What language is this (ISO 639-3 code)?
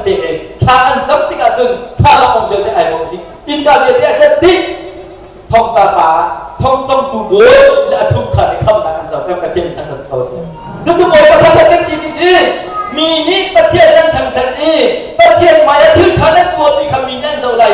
cnh